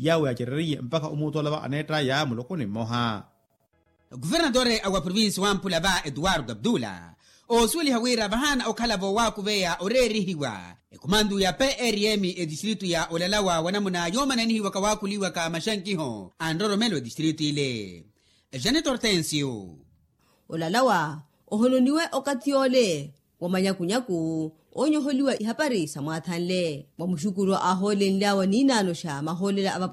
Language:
Makhuwa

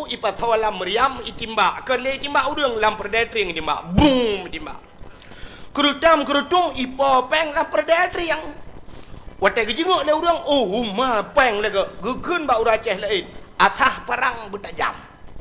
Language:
Achinese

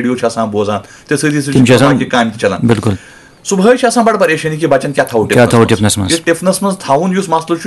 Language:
Kashmiri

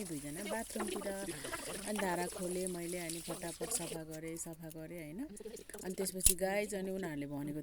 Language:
Nepali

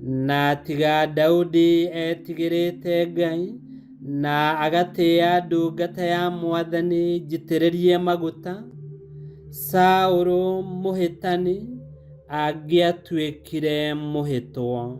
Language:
Kikuyu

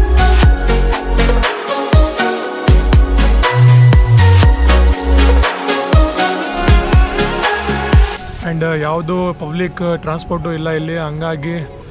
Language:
Kannada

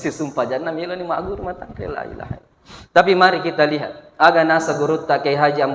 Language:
Buginese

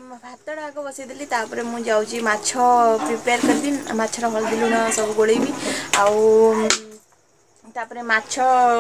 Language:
Odia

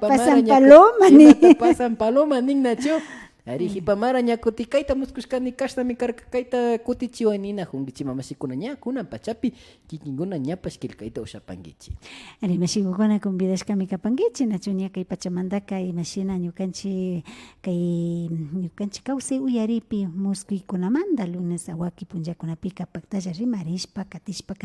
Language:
Imbabura Highland Quichua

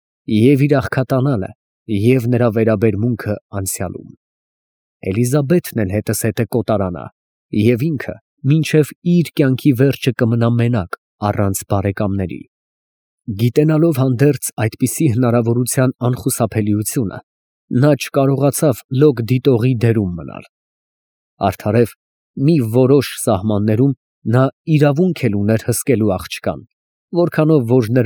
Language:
Armenian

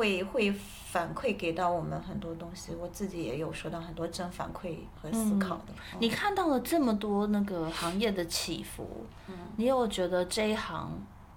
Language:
Chinese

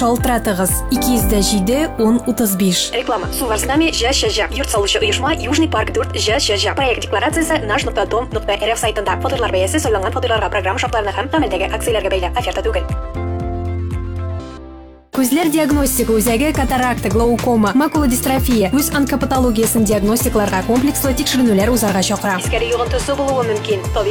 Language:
Tatar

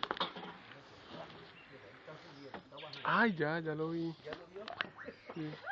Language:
Spanish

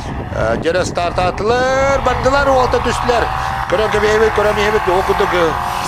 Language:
Yakut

